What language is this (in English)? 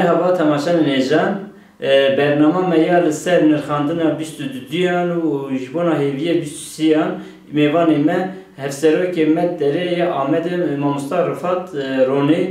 Kurdish